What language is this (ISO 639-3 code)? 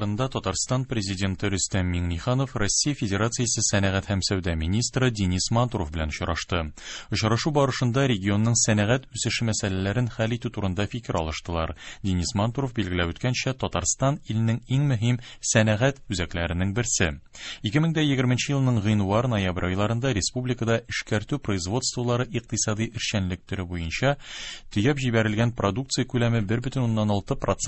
tat